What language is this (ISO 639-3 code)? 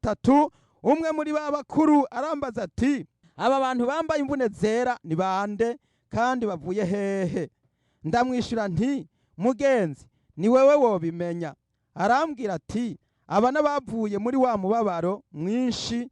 run